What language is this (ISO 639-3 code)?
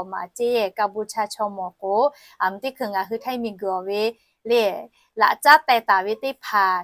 lhu